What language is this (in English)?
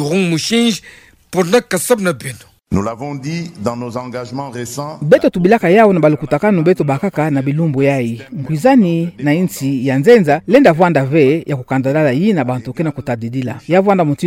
Kituba (Democratic Republic of Congo)